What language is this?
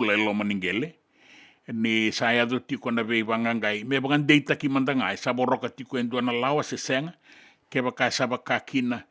Fijian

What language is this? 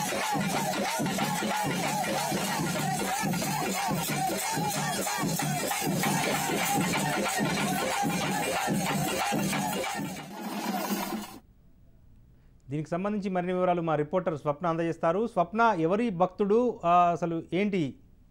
Telugu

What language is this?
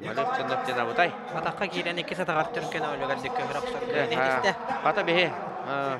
Yakut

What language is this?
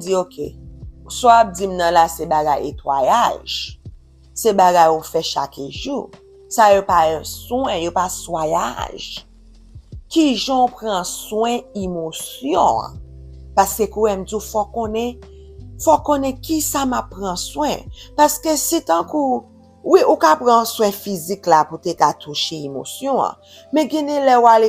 Haitian Creole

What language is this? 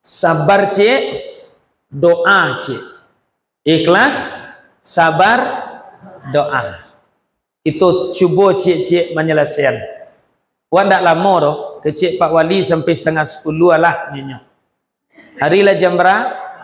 Minangkabau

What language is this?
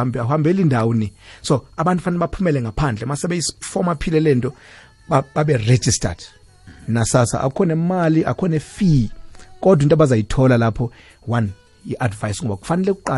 South Ndebele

